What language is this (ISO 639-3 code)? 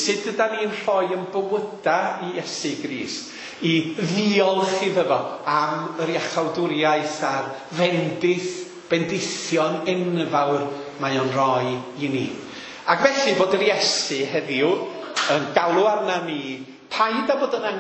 cym